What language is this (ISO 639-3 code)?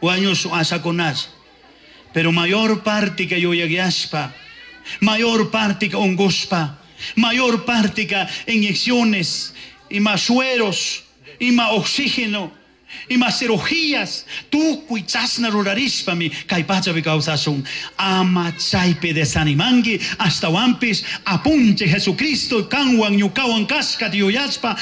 qug